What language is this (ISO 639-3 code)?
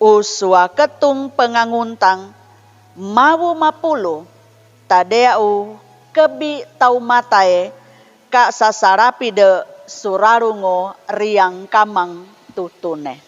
sxn